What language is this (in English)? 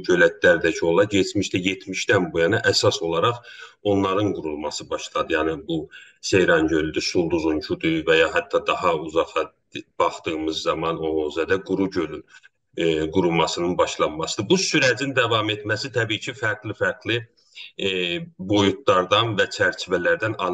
South Azerbaijani